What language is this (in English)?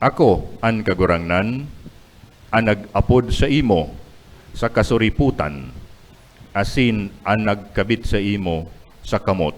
Bikol